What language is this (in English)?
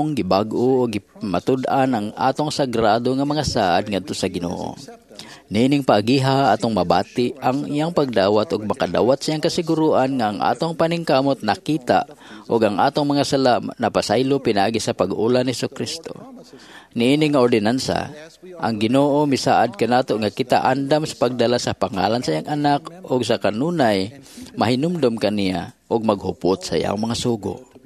Cebuano